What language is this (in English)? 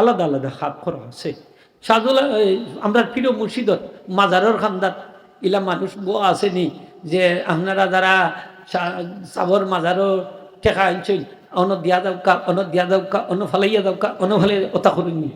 Sylheti